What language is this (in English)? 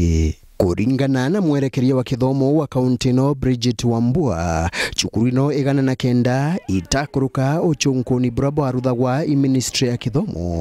Meru